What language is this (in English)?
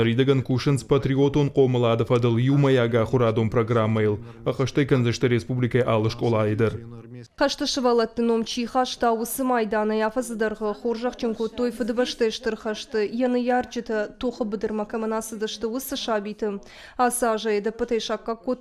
Ossetic